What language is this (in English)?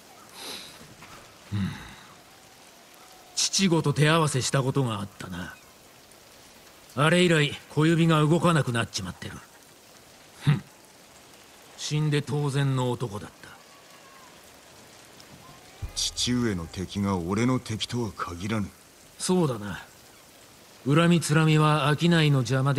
Japanese